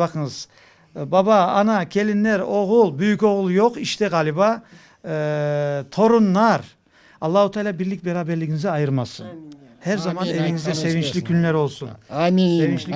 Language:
Crimean Tatar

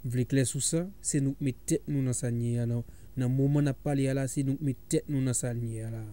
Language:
Haitian Creole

